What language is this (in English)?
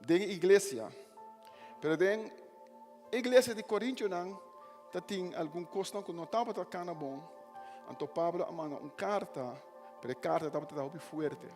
Papiamento